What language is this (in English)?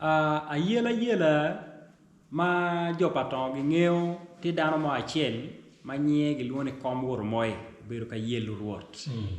Acoli